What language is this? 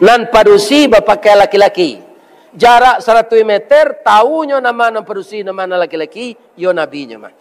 Minangkabau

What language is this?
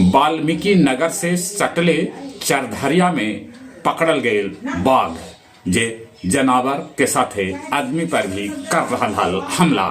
Magahi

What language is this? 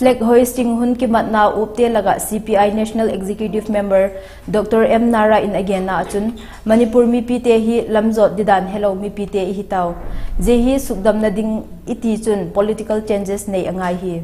Vaiphei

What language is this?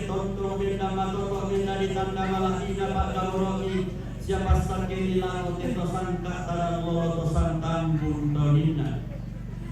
Toraja-Sa'dan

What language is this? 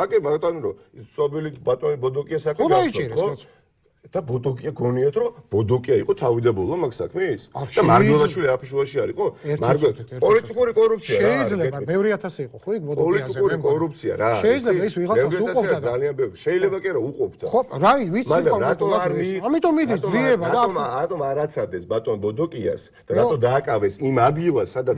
Georgian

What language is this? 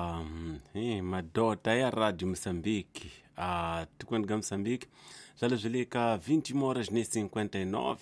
Tsonga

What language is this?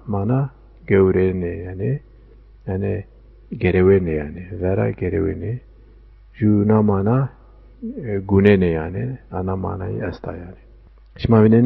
Zaza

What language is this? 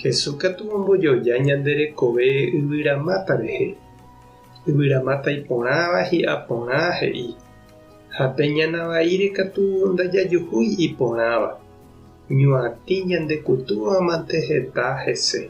Guarani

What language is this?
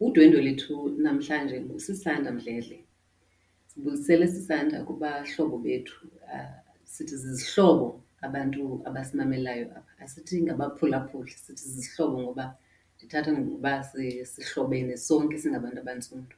Xhosa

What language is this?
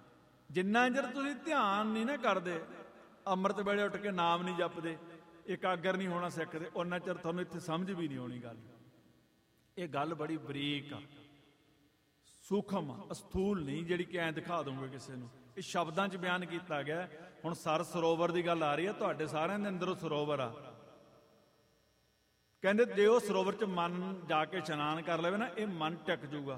Punjabi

